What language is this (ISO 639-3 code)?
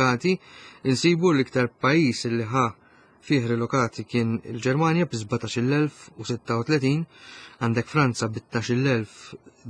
mlt